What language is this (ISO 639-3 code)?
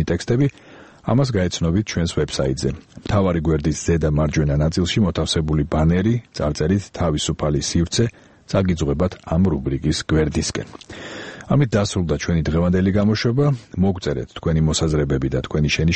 kat